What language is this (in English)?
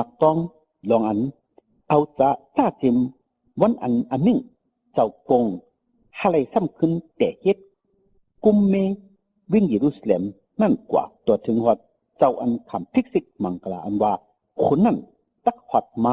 Shan